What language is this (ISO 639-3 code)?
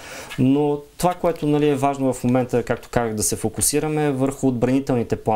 bul